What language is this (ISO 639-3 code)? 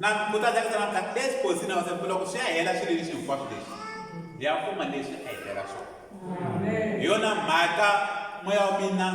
tso